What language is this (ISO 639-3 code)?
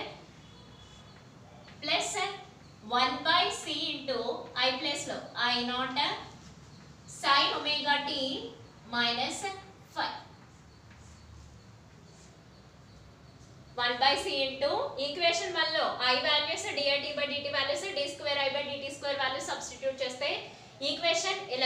tel